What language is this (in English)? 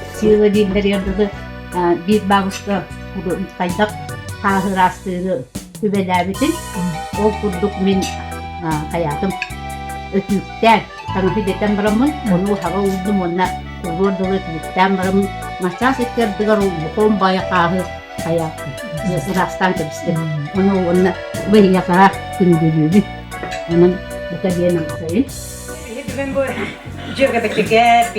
Yakut